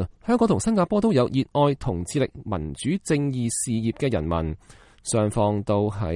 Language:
Cantonese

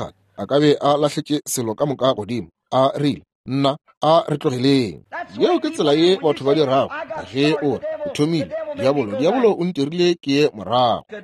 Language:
Northern Sotho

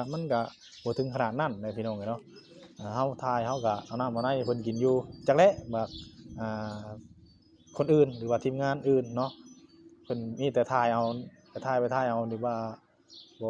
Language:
Northeastern Thai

